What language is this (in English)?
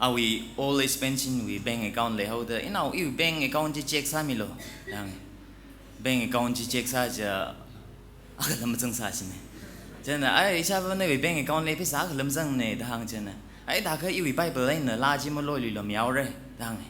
Tangkhul Naga (India)